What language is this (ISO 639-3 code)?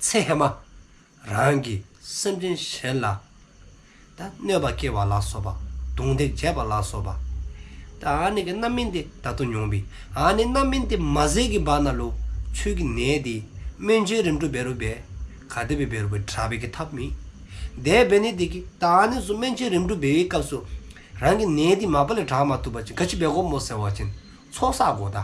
dzo